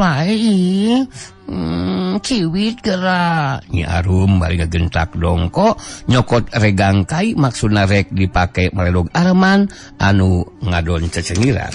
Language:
Sundanese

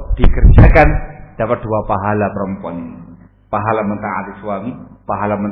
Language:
Indonesian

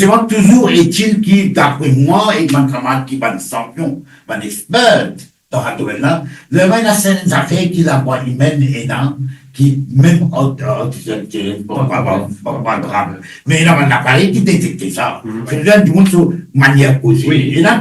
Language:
Morisyen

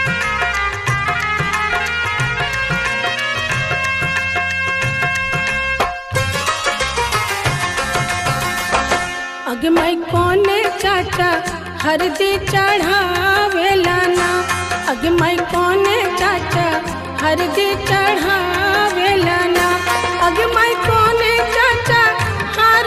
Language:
Bhojpuri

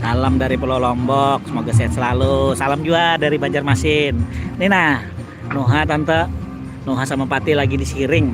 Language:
Banjar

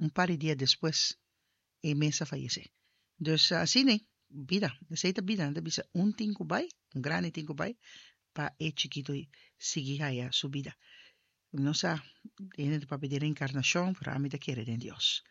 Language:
Papiamento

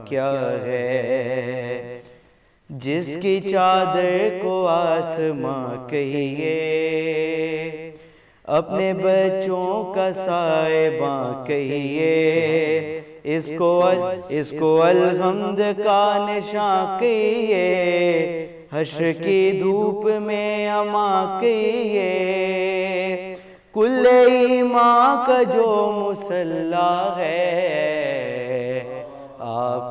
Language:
Urdu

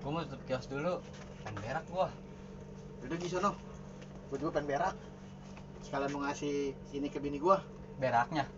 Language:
Betawi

